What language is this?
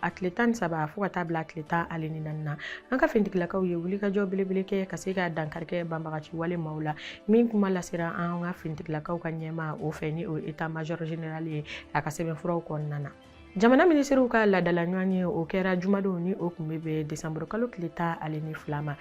Bambara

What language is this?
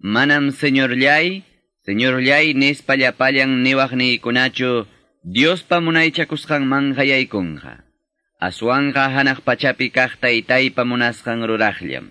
Ayacucho Quechua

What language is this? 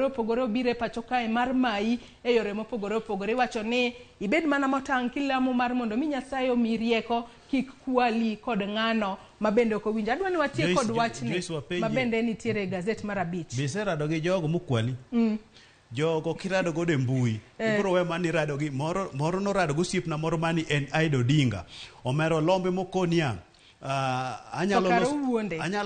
Luo (Kenya and Tanzania)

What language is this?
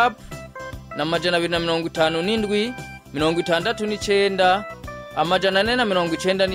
Rundi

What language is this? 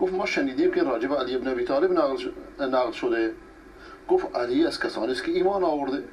Persian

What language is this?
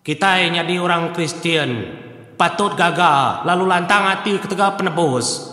Iban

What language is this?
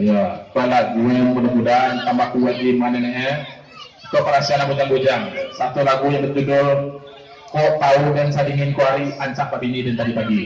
Minangkabau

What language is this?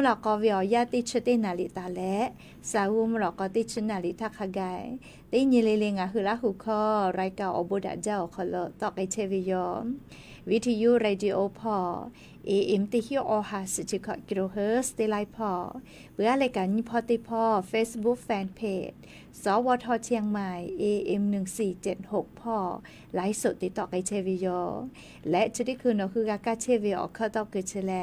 Lahu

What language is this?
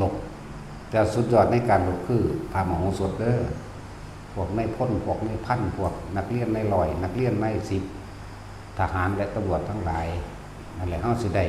Northeastern Thai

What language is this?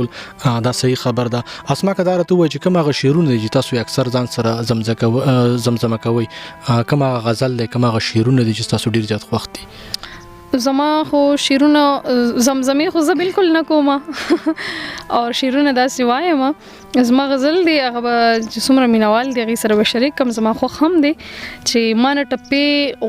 Pashto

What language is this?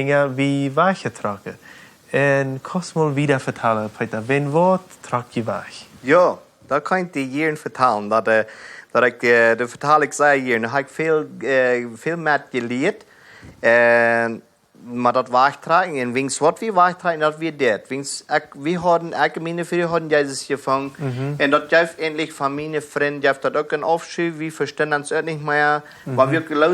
Plautdietsch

